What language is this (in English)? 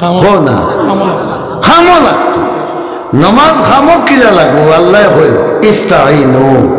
Sylheti